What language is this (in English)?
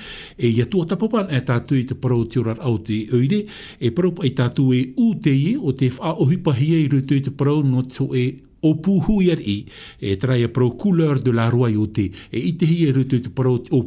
Tahitian